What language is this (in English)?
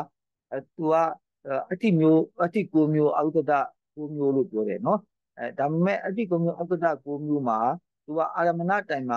Burmese